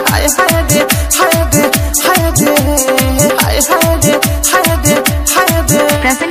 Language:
Bhojpuri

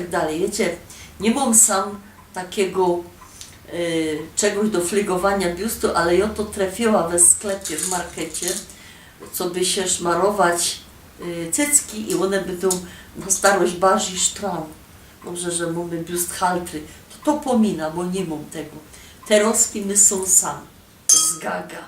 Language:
Silesian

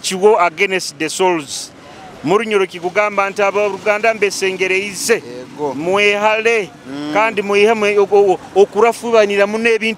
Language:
Nyoro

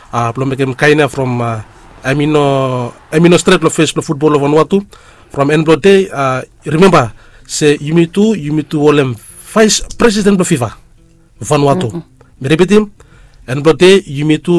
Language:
Bislama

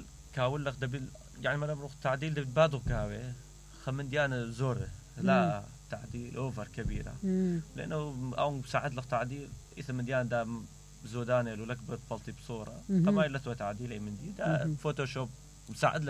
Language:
Mesopotamian Arabic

